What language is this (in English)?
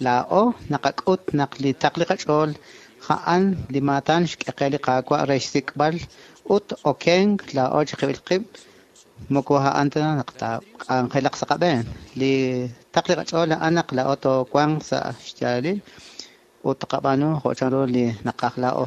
Kekchí